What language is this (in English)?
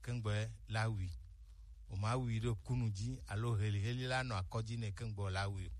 Gen